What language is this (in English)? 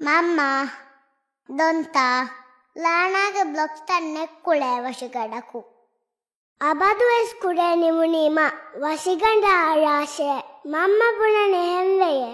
Divehi